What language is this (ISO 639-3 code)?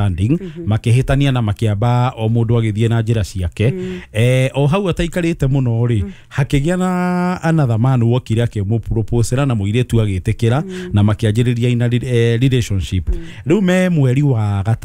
kik